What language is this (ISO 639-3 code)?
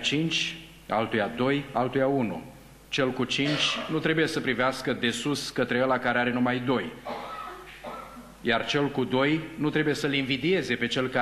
ron